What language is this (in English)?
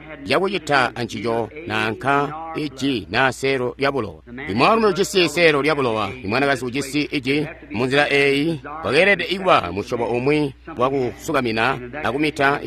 Tonga (Zambia)